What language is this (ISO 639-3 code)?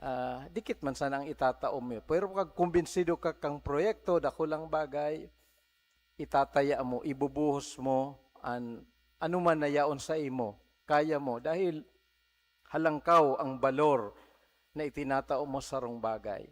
bik